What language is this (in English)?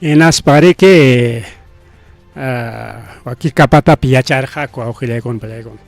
Ayacucho Quechua